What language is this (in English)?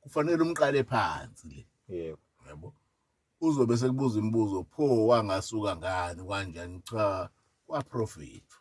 Zulu